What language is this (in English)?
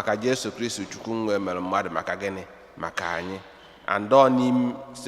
Igbo